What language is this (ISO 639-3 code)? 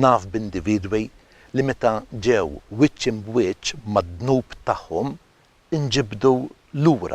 mlt